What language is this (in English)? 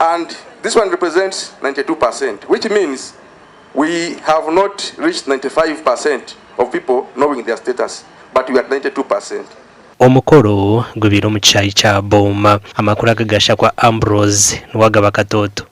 Nyankole